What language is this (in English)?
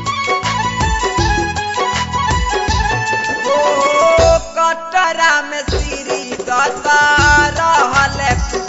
Bhojpuri